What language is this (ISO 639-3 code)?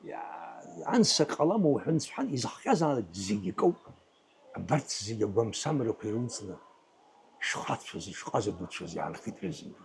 abk